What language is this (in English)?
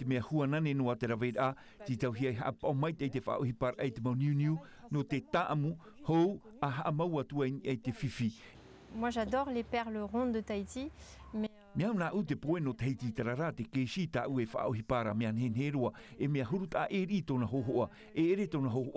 Tahitian